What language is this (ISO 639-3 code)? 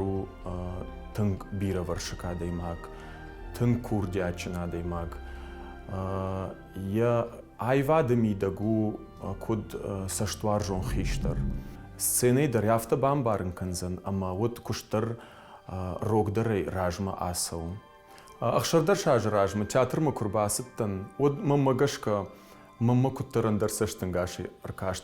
oss